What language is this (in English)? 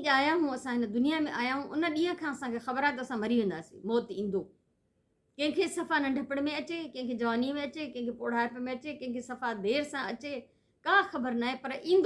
Sindhi